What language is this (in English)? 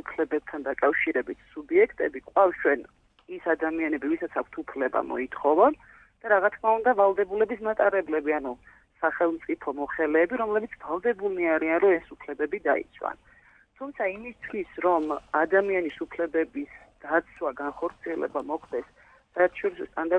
Georgian